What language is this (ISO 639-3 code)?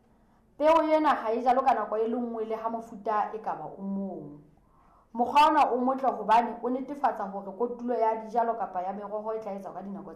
sot